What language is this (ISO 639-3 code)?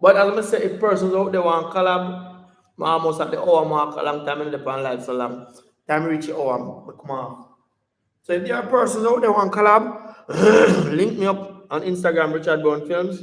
jam